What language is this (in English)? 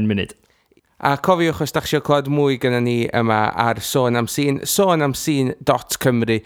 Welsh